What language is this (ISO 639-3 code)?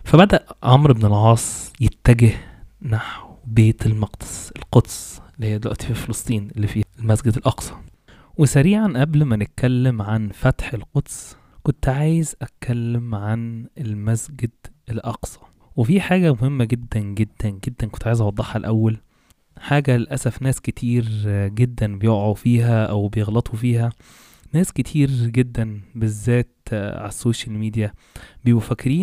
arz